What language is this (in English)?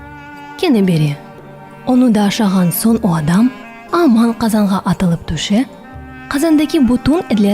Crimean Tatar